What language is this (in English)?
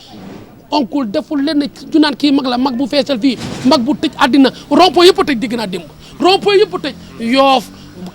Wolof